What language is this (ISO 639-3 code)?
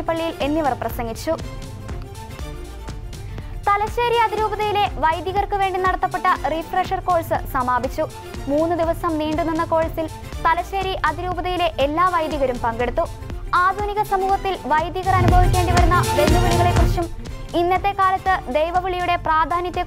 mal